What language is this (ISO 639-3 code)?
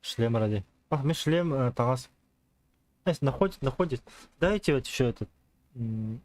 sah